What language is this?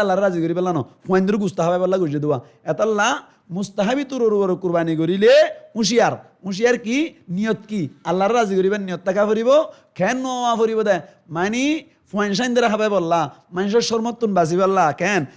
Rohingya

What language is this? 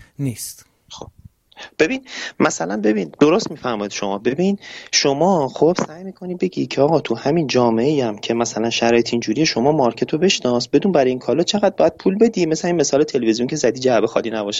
Persian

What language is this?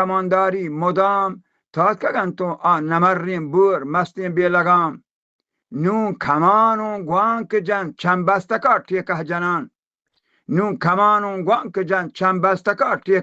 Baluchi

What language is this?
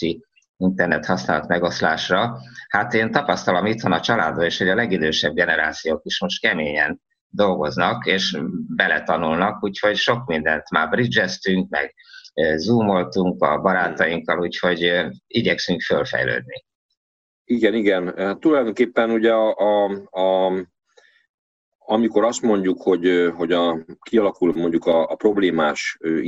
Hungarian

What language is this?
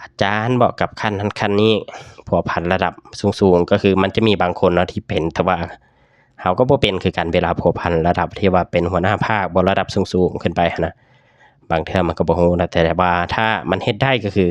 Lao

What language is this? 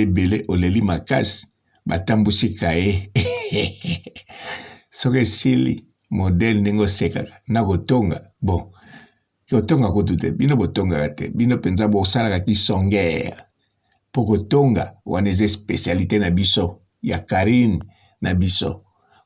Lingala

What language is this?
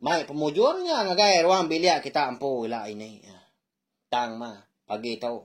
Iban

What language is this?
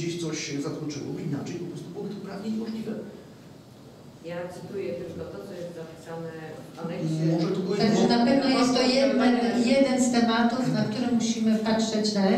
Polish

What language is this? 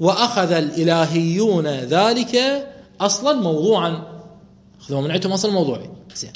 Mesopotamian Arabic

